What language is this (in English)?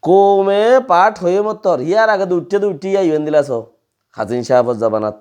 Rohingya